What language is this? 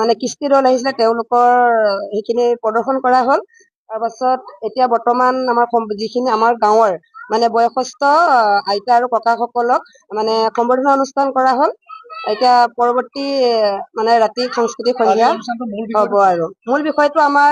Assamese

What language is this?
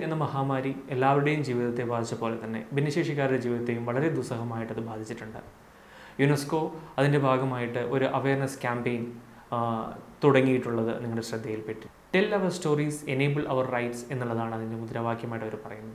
Malayalam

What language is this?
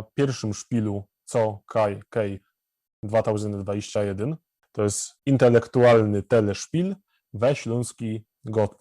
Silesian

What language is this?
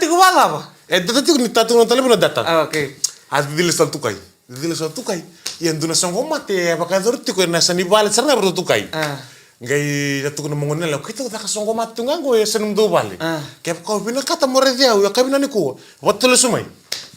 Fijian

